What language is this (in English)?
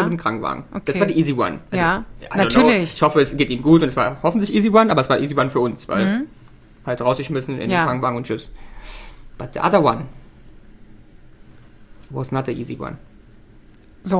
German